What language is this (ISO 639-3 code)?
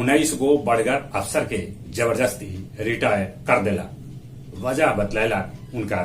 mag